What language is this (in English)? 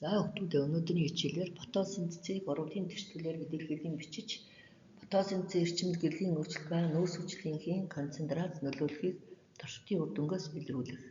Mongolian